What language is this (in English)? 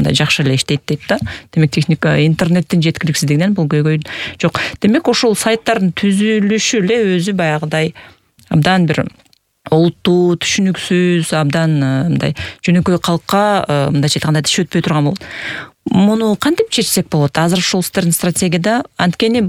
Kyrgyz